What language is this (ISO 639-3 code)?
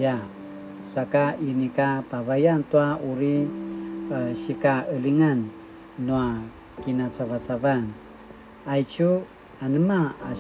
pwn